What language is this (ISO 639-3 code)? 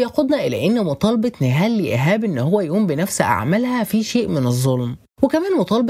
arz